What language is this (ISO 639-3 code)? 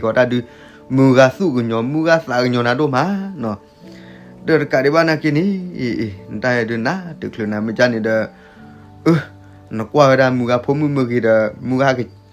ksw